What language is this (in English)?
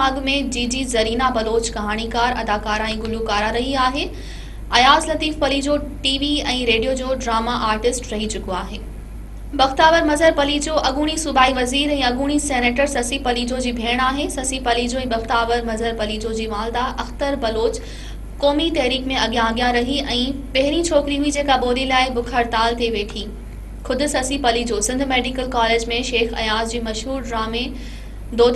Sindhi